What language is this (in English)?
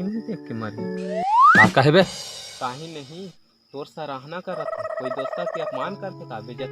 Chhattisgarhi